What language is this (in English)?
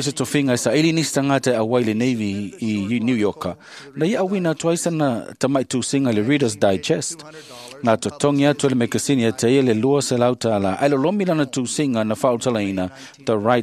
Samoan